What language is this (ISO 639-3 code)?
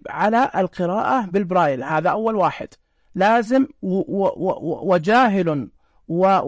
ars